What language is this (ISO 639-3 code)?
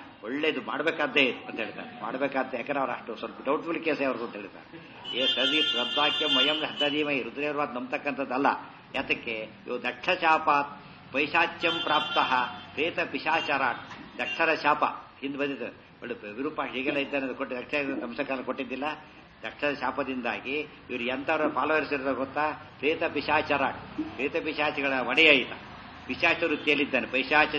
kan